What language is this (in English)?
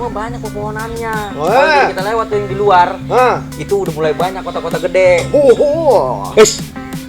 Betawi